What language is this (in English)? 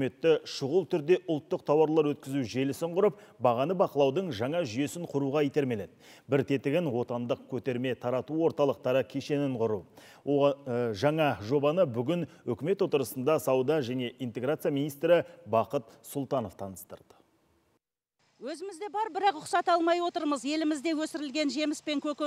Kazakh